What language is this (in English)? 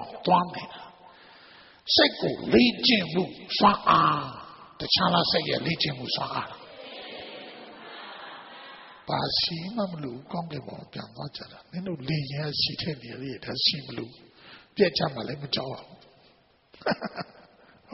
Burmese